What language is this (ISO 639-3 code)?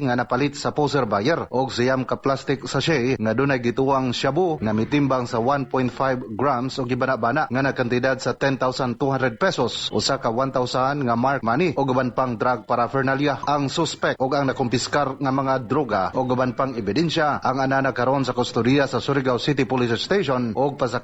ceb